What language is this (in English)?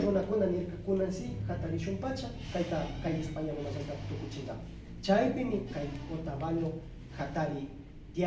Imbabura Highland Quichua